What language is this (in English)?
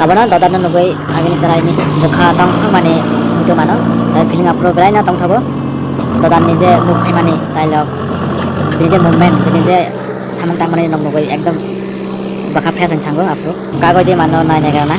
Kok Borok